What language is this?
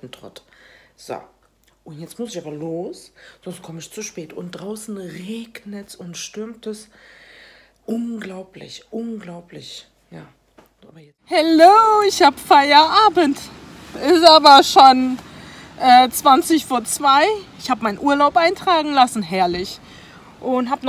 German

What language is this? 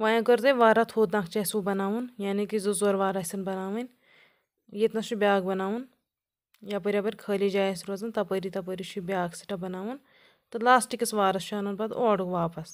Kashmiri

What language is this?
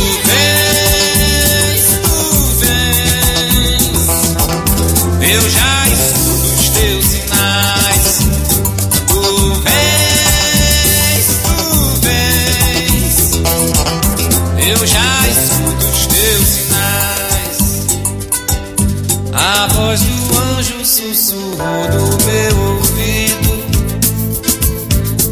Portuguese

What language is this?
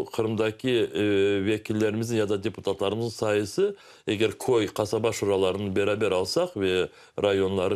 Crimean Tatar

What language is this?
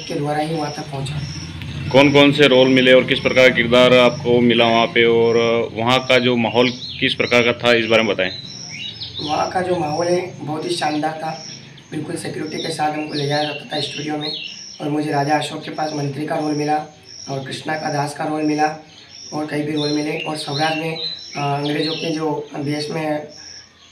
Hindi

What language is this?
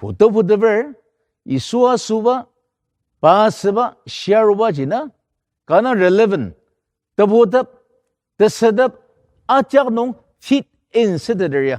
Ao Naga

